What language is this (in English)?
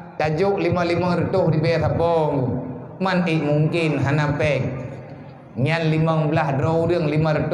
Achinese